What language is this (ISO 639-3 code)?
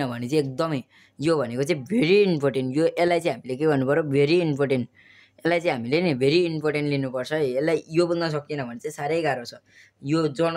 nep